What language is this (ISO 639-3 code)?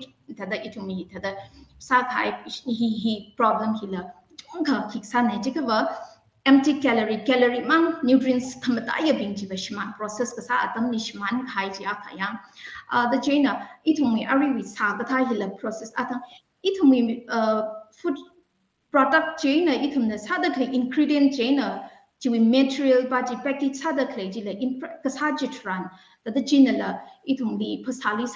nmf